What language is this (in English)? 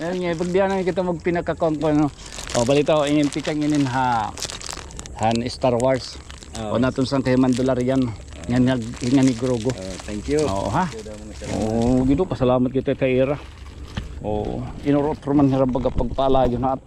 Waray